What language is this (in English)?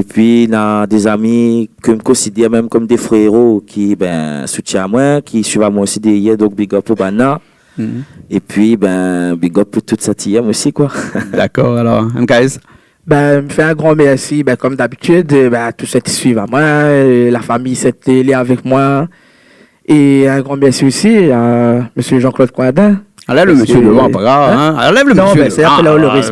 Réunion Creole French